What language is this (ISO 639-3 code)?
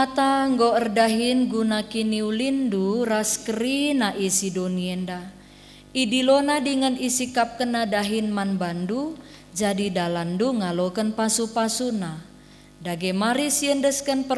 btx